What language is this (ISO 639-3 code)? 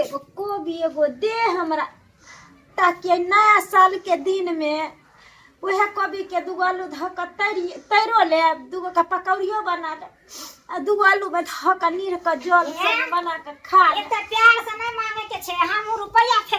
mai